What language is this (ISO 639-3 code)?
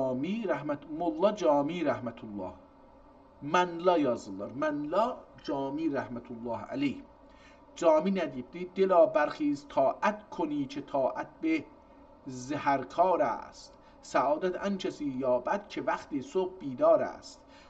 azb